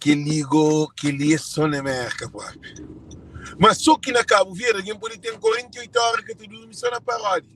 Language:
Kabuverdianu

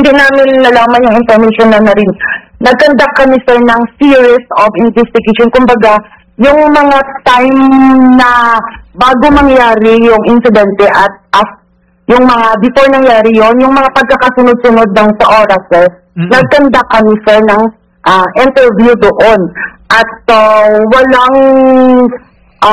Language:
Filipino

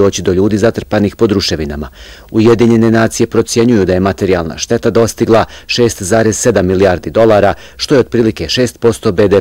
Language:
Bosnian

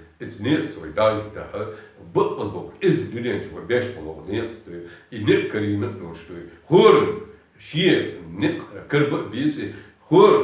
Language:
Chechen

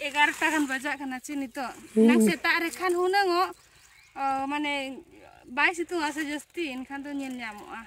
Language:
Santali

